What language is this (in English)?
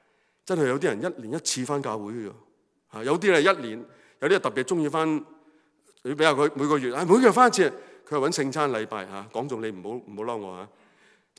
Cantonese